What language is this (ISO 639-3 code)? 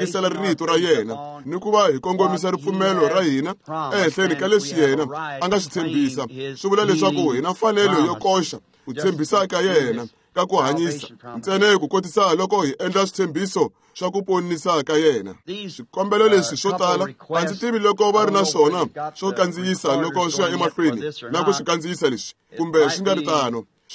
tso